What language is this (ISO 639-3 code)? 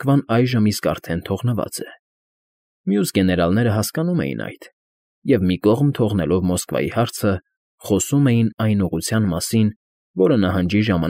hye